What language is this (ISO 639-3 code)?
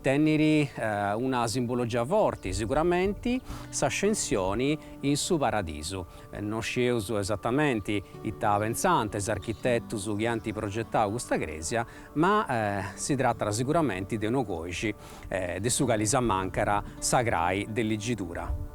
srd